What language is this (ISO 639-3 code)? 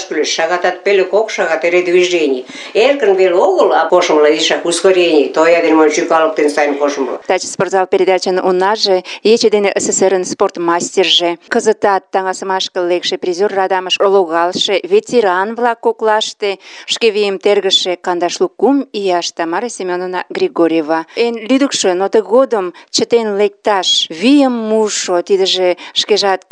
chm